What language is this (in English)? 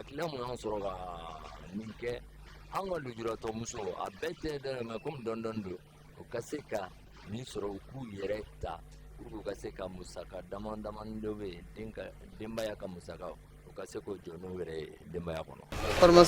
Bambara